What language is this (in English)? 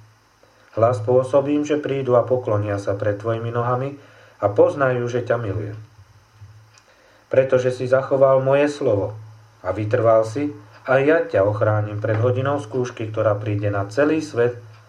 Slovak